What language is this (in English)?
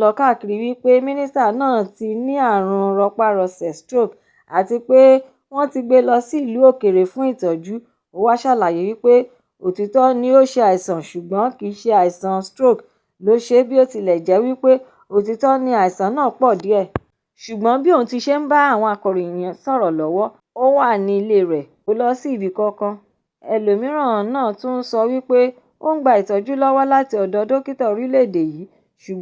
Yoruba